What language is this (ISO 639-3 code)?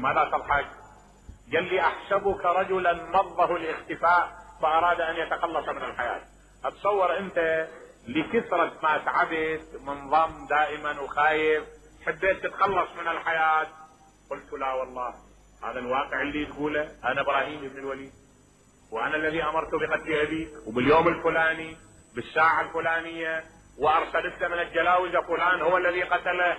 acm